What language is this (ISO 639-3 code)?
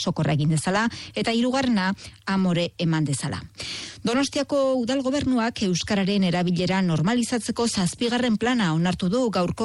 eus